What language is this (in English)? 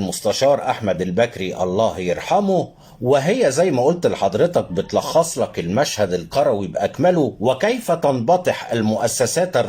Egyptian Arabic